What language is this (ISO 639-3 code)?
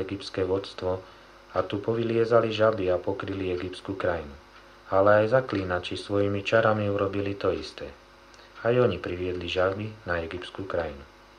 slk